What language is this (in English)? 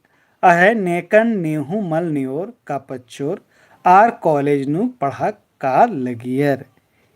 Kurukh